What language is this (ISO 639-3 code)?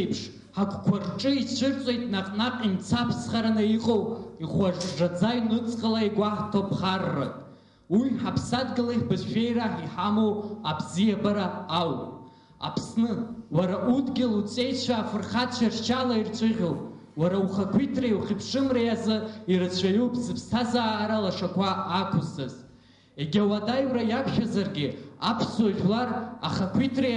abk